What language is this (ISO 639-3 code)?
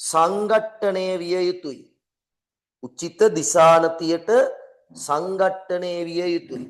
sin